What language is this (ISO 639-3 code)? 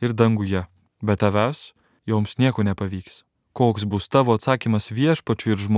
lit